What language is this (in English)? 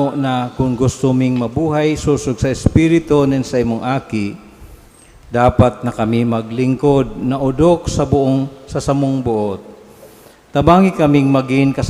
Bikol